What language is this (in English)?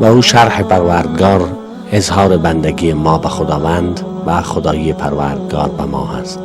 Persian